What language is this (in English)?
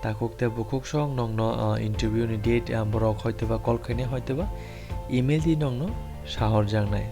Kok Borok